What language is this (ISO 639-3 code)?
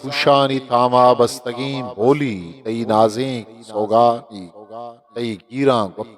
bgp